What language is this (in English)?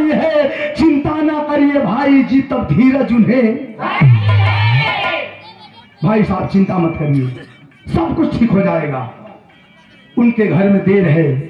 Bhojpuri